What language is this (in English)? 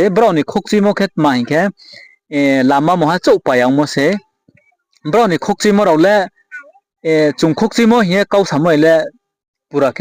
Riang (India)